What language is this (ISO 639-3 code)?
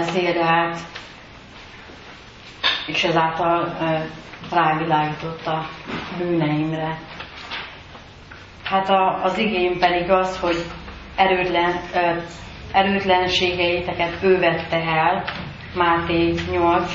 hun